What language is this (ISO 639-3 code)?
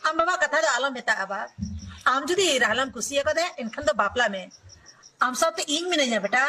sat